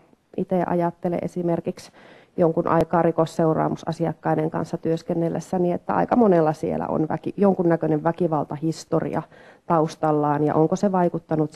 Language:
Finnish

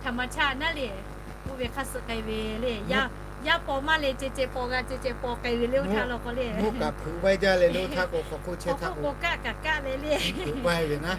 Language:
Lahu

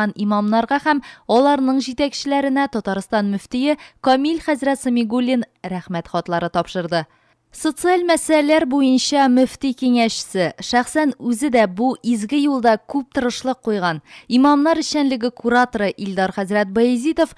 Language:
Tatar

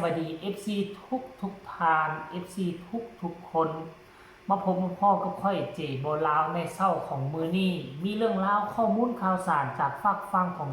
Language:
Northeastern Thai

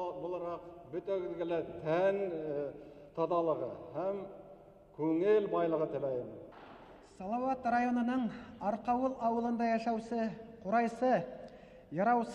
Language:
Bashkir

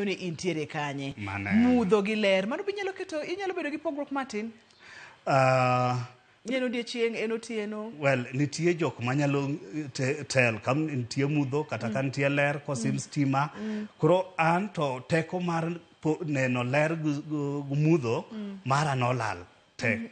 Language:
Luo (Kenya and Tanzania)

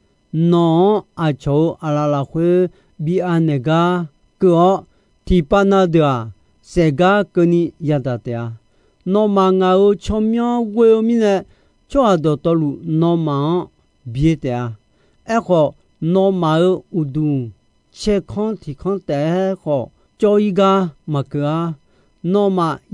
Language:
Akha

